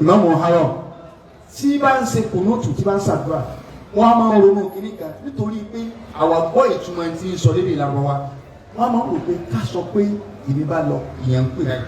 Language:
Yoruba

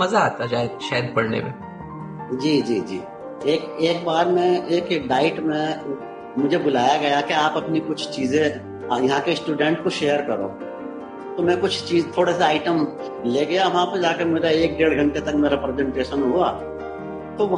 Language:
Hindi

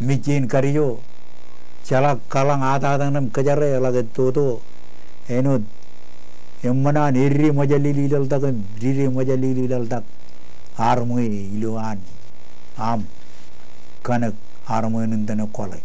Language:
Marshallese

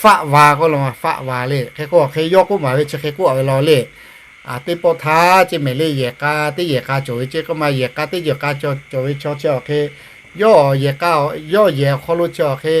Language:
Lahu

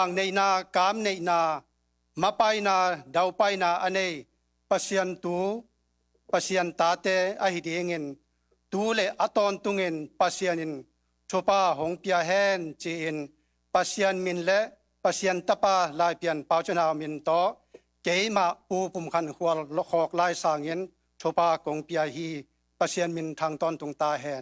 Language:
Tedim Chin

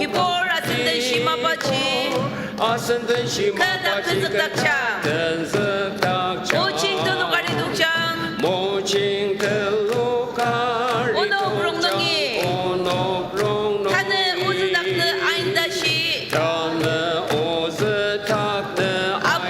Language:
Ao Naga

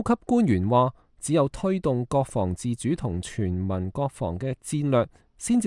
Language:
Cantonese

